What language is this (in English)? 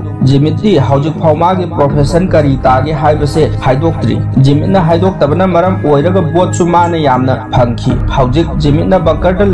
Manipuri